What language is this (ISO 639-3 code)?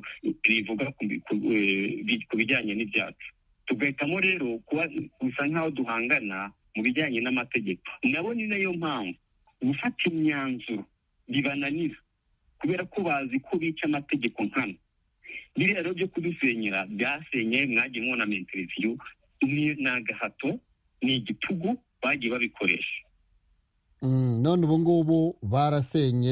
kin